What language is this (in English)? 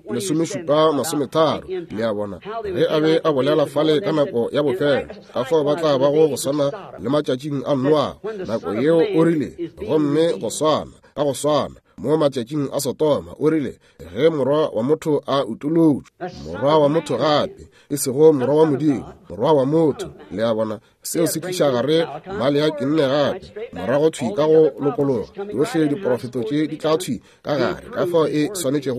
Northern Sotho